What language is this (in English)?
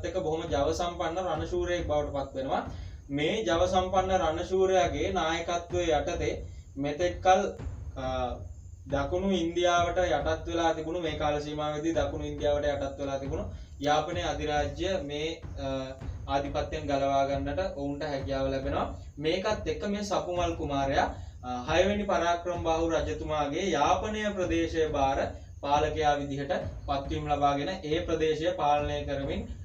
Sinhala